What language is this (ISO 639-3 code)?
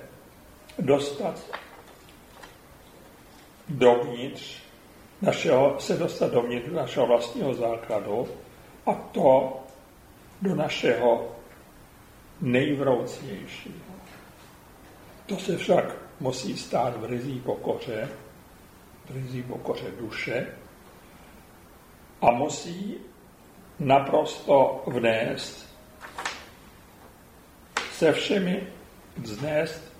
ces